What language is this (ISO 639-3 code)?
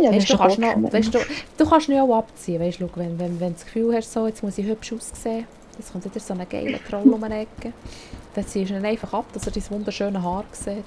gsw